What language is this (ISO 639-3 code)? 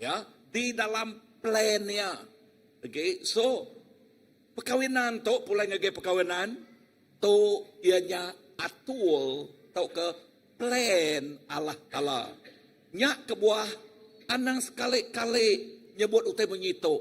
iba